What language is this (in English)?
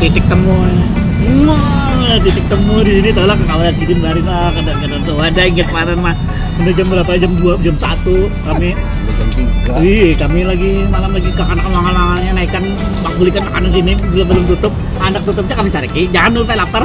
Banjar